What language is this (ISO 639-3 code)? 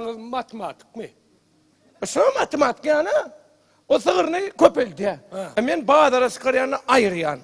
tuk